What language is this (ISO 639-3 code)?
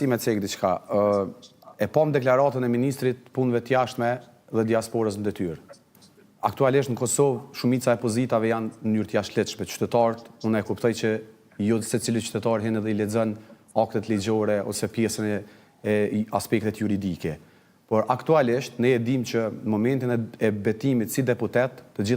sqi